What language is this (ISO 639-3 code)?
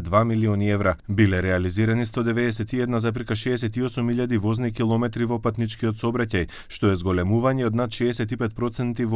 mkd